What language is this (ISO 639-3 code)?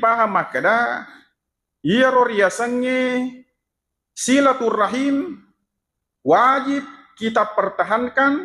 bug